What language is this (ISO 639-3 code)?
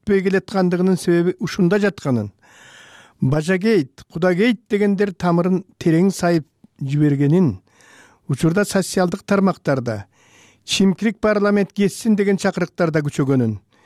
kir